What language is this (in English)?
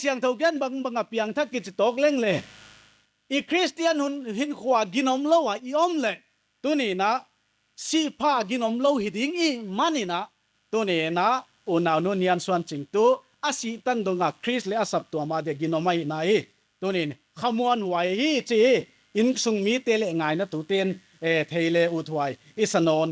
Paite Chin